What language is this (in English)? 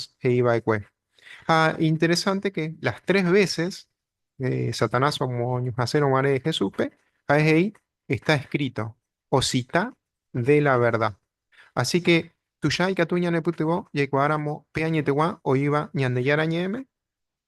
Guarani